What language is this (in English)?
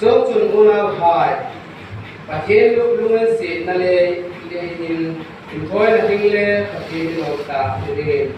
Hmar